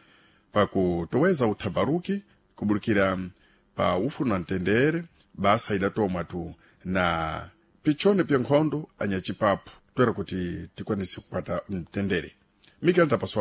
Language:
Sena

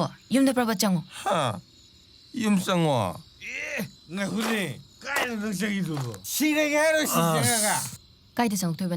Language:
Manipuri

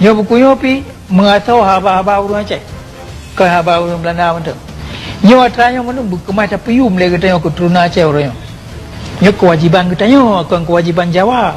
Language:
Achinese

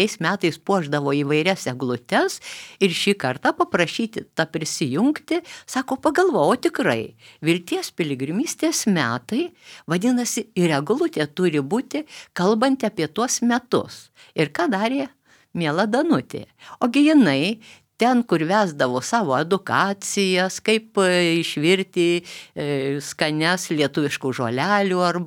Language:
Lithuanian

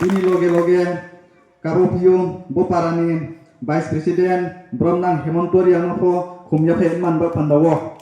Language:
Riang (India)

